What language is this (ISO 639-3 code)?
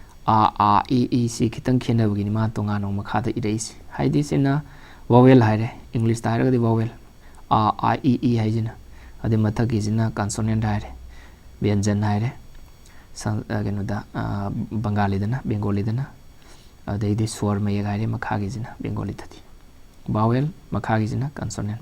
mni